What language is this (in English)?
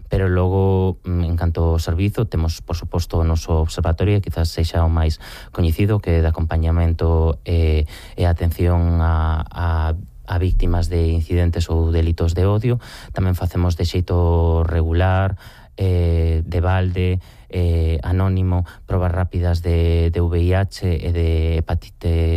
Galician